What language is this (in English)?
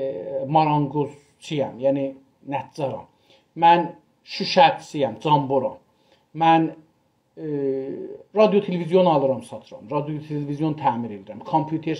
South Azerbaijani